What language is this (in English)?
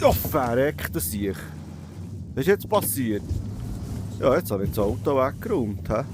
Swiss German